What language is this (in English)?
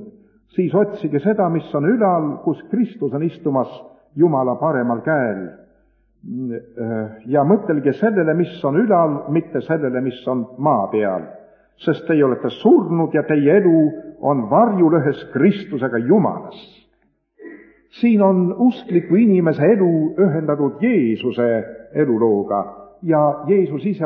Estonian